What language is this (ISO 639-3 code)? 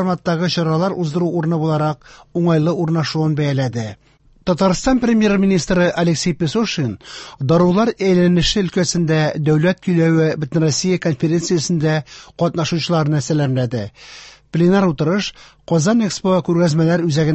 tat